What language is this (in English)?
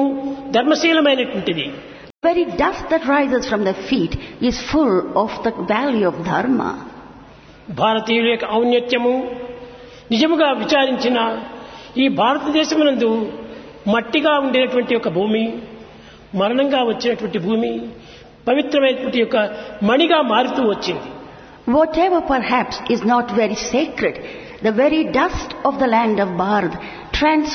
Telugu